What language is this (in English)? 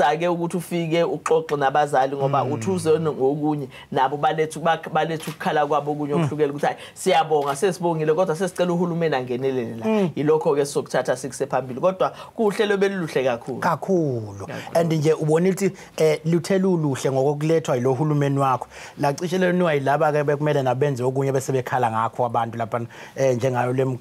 Zulu